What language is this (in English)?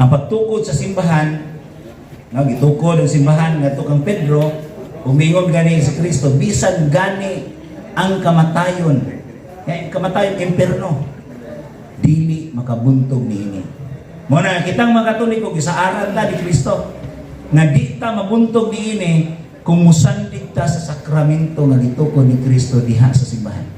Cebuano